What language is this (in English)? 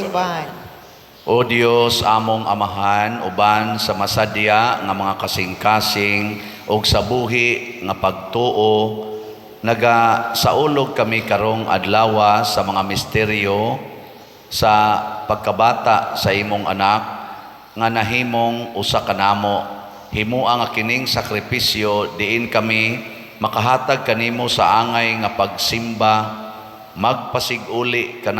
Cebuano